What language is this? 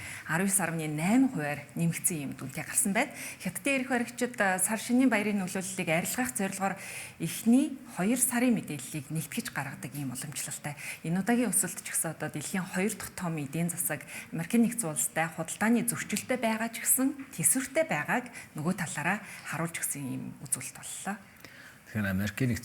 Mongolian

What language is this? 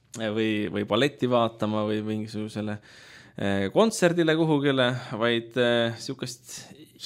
Estonian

